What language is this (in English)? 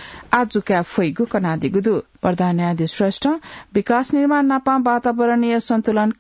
Newari